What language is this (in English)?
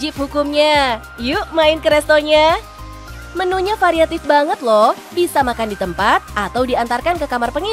Indonesian